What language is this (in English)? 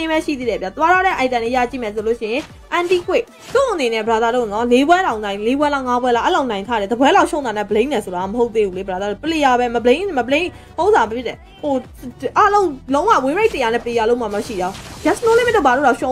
Burmese